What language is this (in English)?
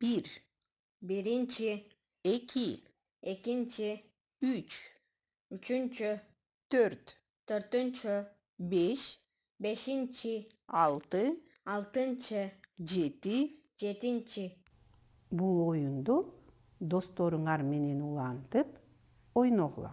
Kyrgyz